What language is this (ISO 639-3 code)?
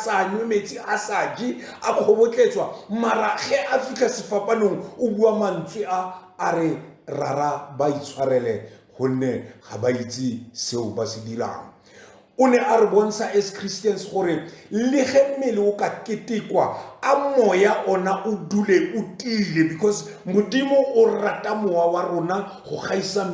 tsn